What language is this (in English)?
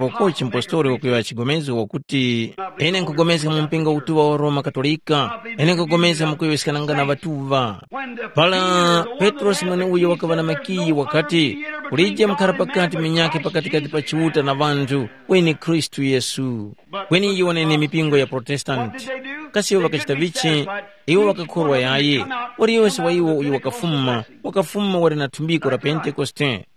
Tumbuka